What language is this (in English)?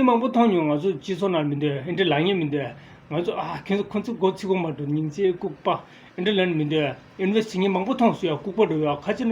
Tibetan